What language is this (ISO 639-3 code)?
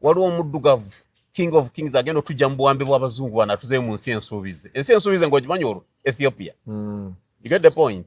lug